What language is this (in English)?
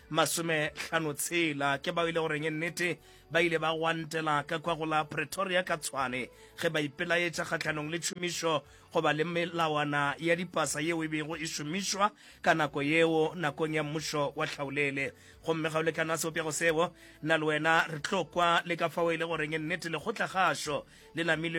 Northern Sotho